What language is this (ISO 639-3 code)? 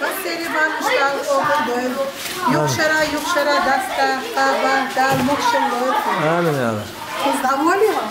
che